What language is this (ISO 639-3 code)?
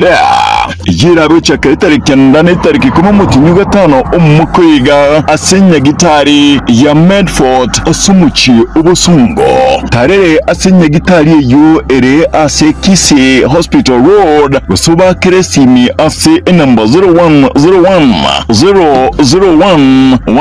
guz